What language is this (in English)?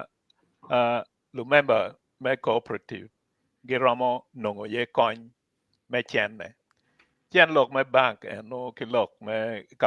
Acoli